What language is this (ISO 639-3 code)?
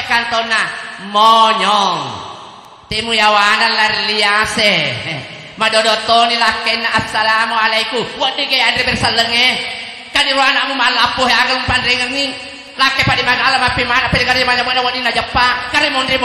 bug